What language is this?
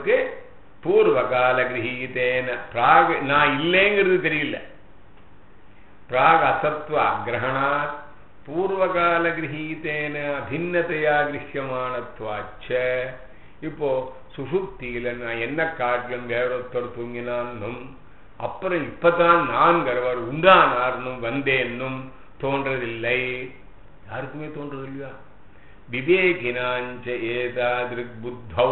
Tamil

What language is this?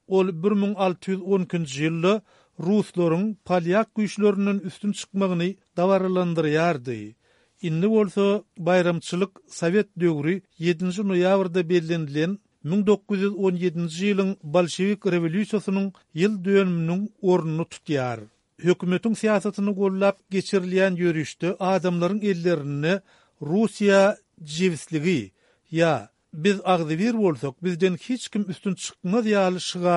Turkmen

